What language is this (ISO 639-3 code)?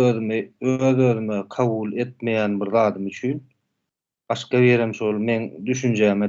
tuk